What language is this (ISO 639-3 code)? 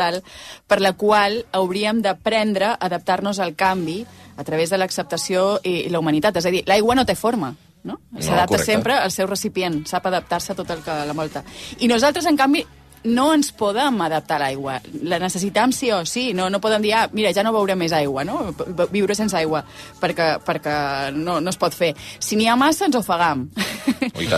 cat